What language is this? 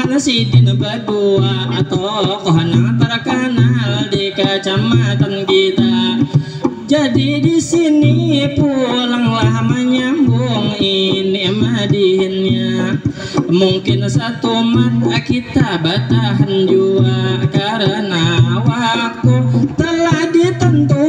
Banjar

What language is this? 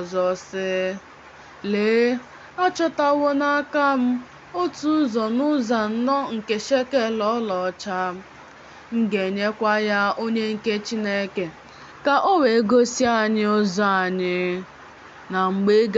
Igbo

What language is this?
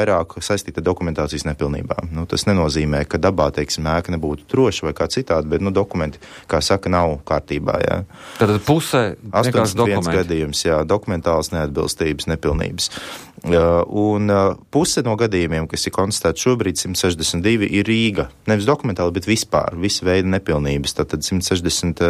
Latvian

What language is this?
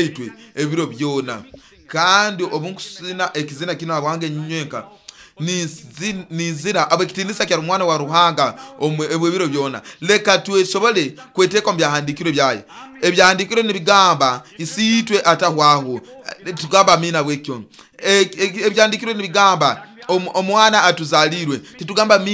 Nyoro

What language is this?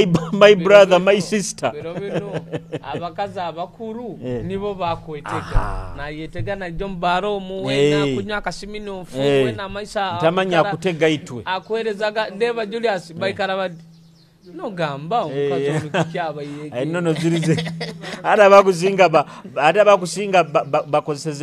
Nyoro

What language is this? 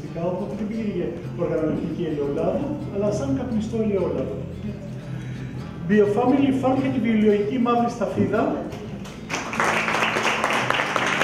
Greek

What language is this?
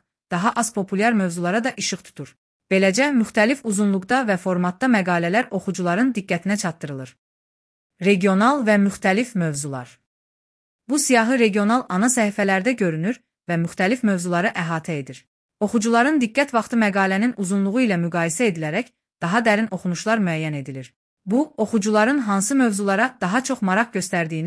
Azerbaijani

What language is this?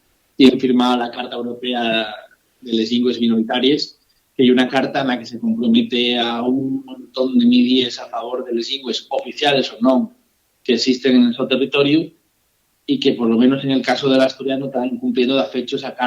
Asturian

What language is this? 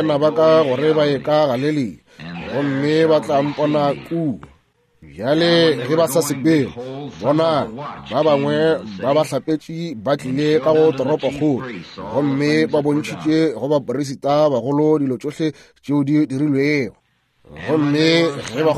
Northern Sotho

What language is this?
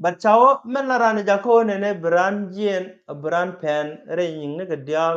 Nuer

